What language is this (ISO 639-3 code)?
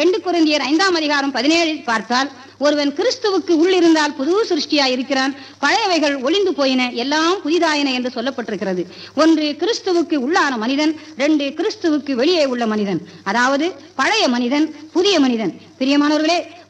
tam